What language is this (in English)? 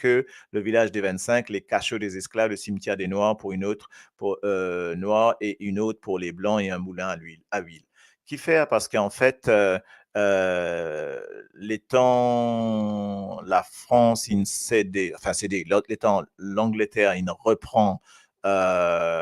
Morisyen